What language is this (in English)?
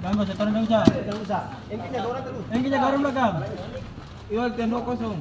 Ambonese Malay